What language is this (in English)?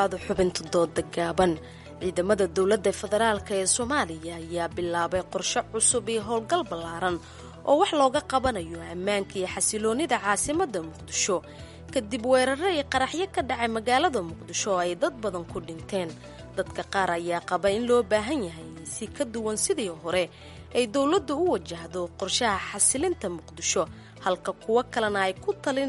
Somali